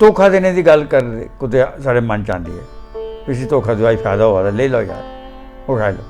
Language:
Dogri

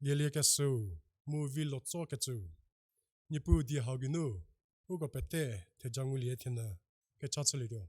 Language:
Angami Naga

